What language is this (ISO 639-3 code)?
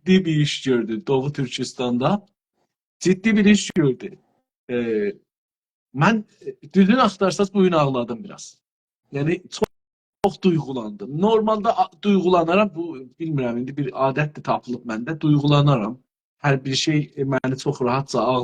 azb